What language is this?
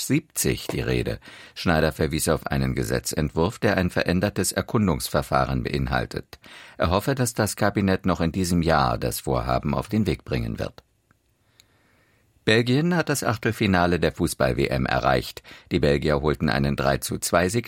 German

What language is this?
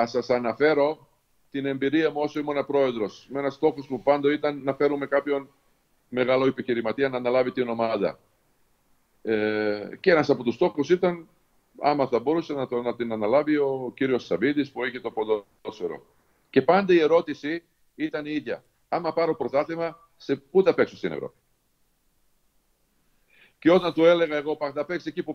Greek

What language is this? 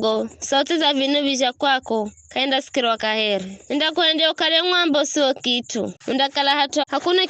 Giryama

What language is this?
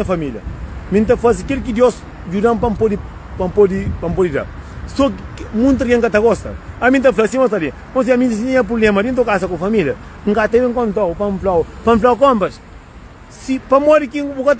Kabuverdianu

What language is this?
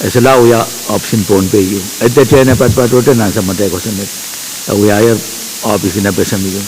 Pohnpeian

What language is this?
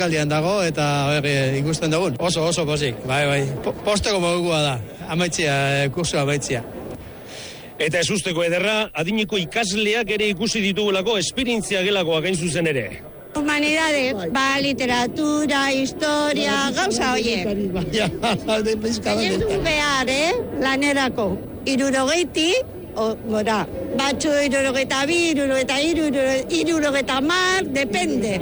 Basque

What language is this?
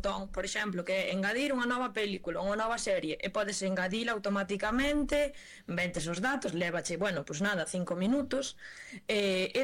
Galician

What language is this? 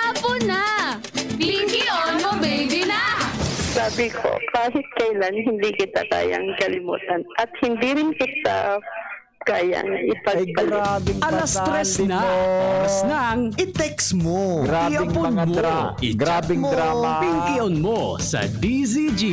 Bikol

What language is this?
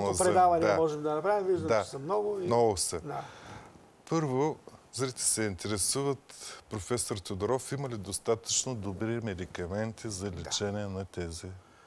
Bulgarian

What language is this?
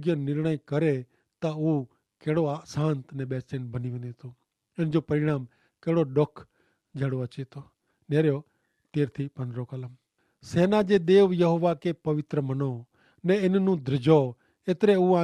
Kachhi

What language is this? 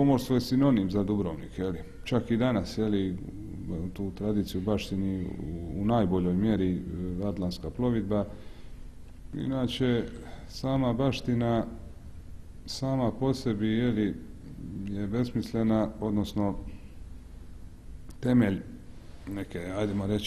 Croatian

